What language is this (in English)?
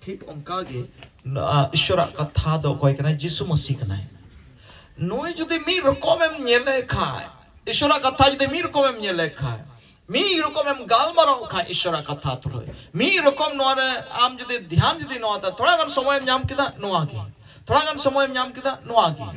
Santali